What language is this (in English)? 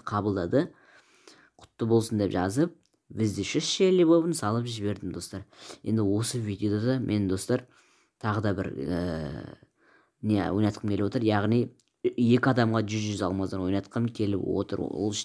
Kazakh